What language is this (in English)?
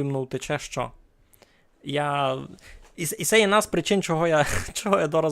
Rusyn